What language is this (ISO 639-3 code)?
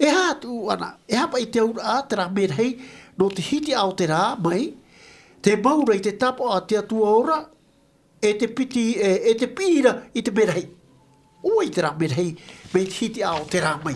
tah